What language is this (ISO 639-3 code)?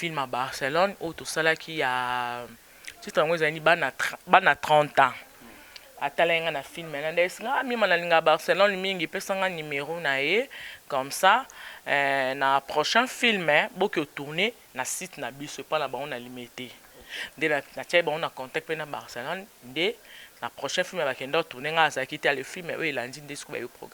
lin